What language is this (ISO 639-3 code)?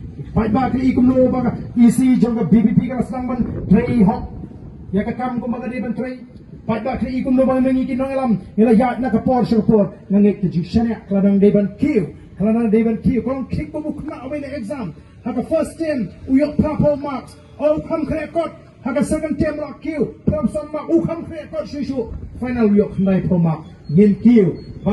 kha